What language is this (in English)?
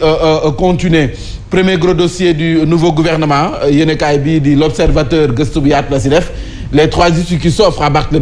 Wolof